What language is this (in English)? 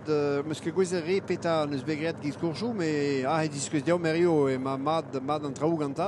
Breton